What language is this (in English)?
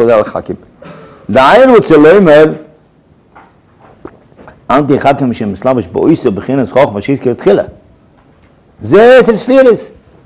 Hebrew